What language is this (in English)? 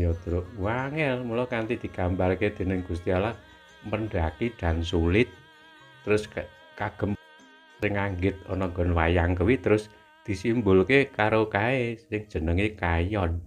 Javanese